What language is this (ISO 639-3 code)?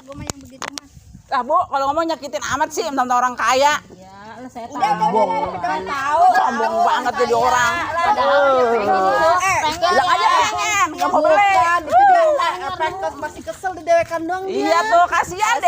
bew